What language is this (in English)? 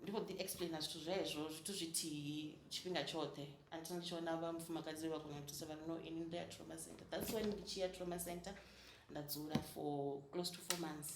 Venda